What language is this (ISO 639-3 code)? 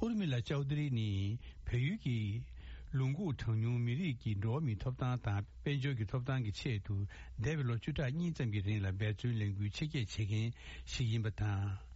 bod